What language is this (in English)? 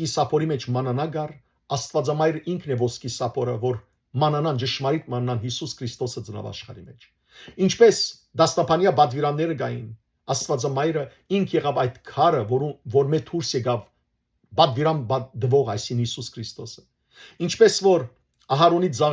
Western Armenian